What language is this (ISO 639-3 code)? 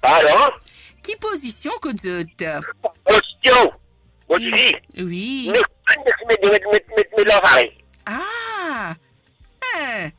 mfe